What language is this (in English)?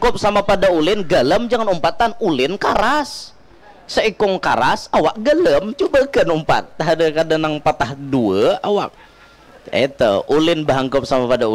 Banjar